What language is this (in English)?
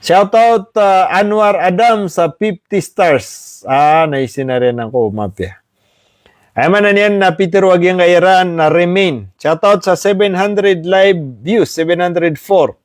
Maranao